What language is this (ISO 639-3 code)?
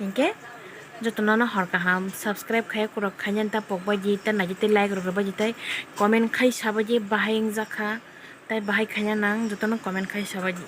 trp